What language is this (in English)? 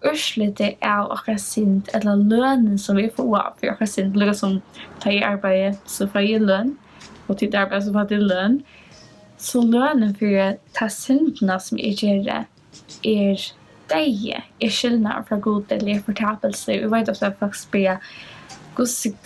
Faroese